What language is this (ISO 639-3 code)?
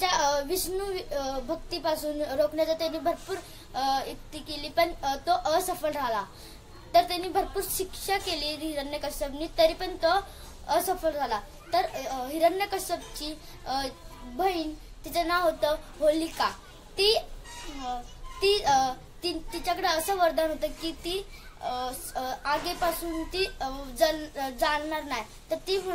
mar